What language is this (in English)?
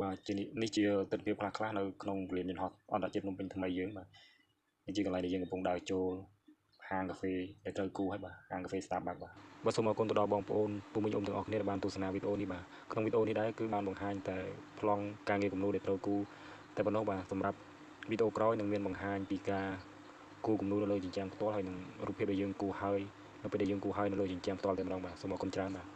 Khmer